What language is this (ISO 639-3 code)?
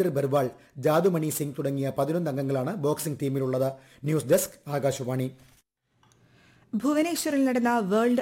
mal